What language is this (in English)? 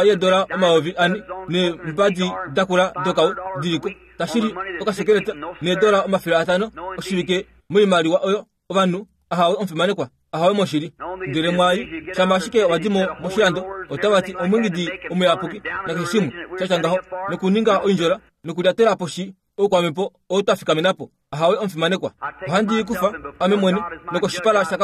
Kuanyama